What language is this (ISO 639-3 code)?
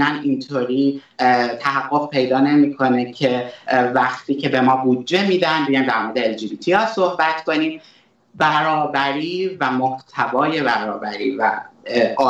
fas